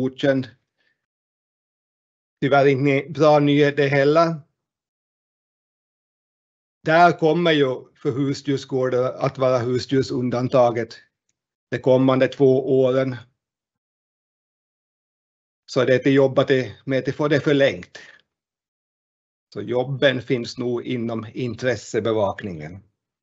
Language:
Swedish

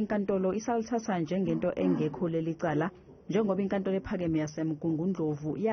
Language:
Zulu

